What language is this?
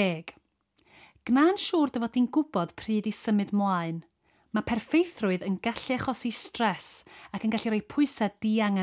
Welsh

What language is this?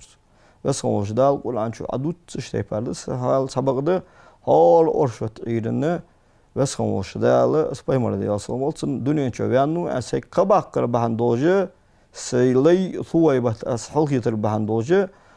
Ingush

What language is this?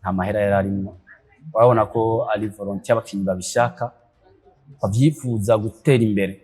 Rundi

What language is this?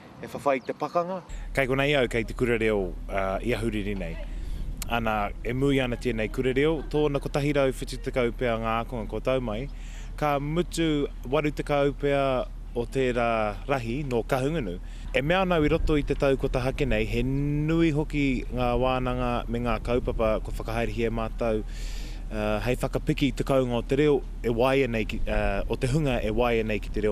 Māori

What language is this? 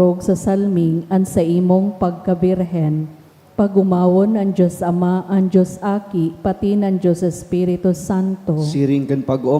Bikol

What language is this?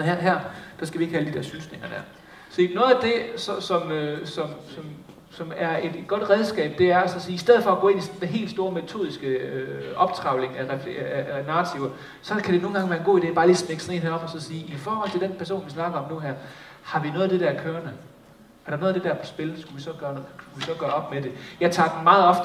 Danish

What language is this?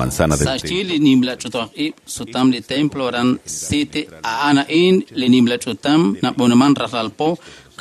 Kekchí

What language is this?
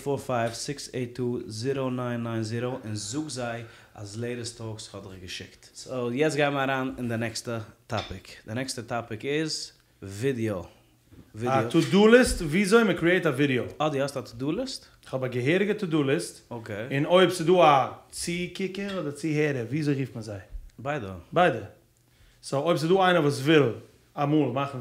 Yiddish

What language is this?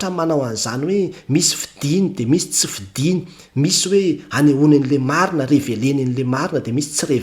Malagasy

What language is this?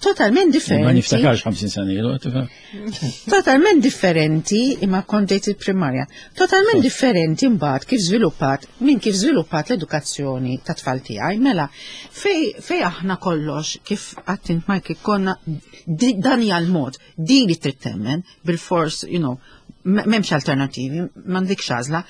Maltese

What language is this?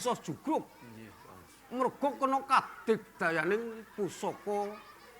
Javanese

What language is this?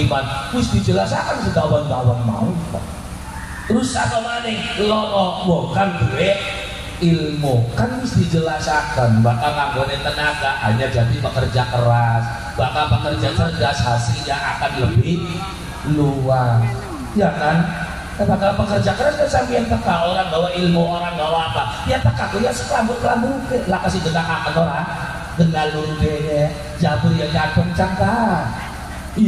Javanese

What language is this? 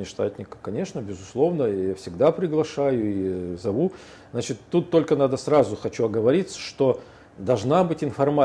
Russian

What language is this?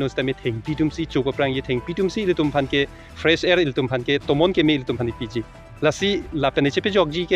Karbi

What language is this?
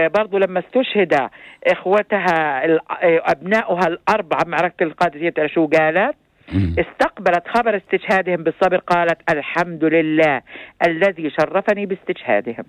North Levantine Arabic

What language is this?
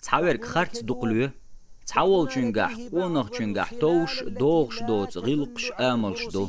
Chechen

